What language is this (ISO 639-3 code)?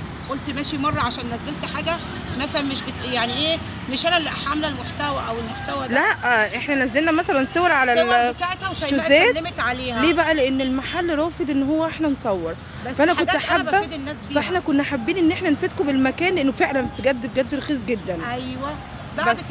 arz